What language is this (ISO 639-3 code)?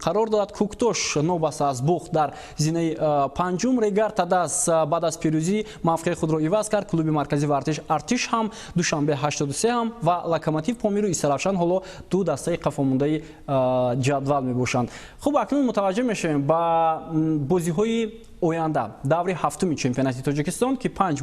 tgk